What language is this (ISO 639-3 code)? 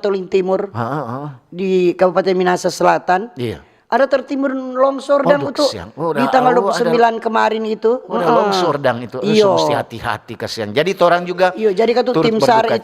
xmm